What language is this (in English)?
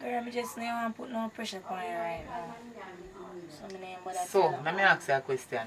Jamaican Creole English